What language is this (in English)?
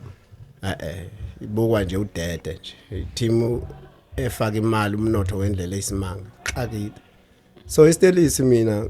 Zulu